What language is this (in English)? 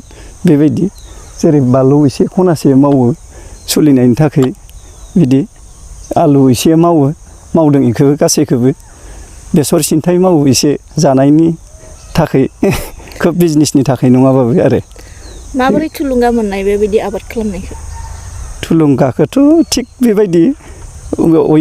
Bodo